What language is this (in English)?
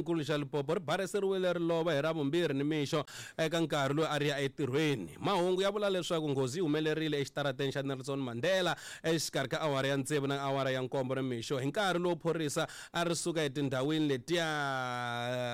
Tsonga